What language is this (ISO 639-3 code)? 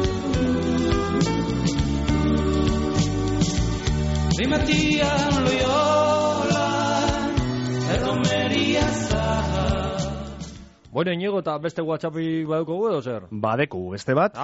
eus